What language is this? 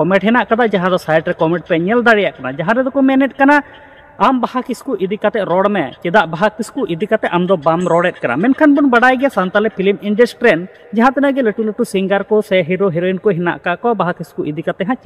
Santali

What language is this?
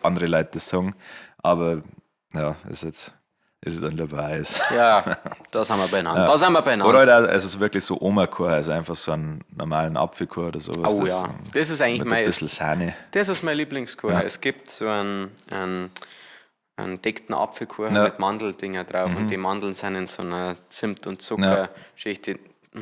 Bavarian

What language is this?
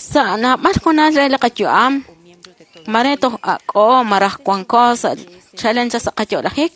Kekchí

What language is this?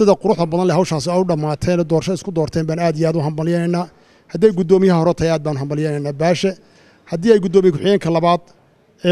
Somali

